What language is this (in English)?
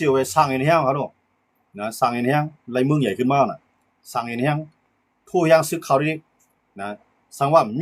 Shan